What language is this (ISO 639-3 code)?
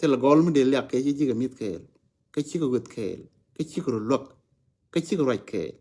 nus